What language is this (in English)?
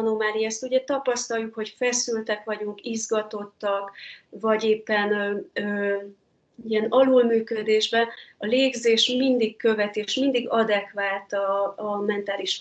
Hungarian